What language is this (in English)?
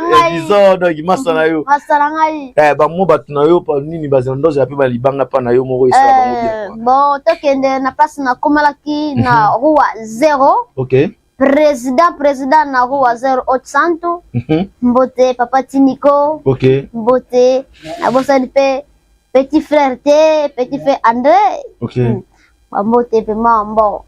Lingala